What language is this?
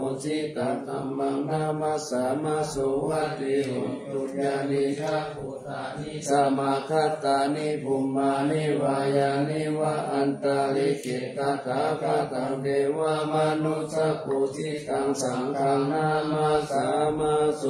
Pali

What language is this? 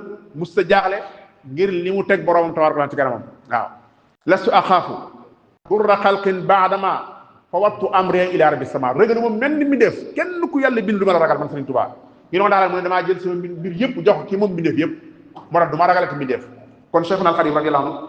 Wolof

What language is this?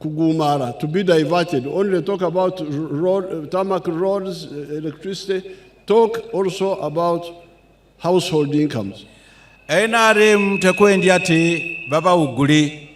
Nyankole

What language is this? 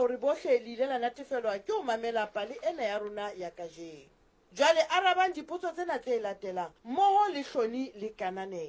Southern Sotho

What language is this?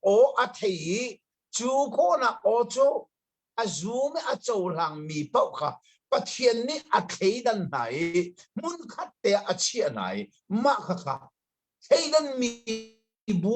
Hakha Chin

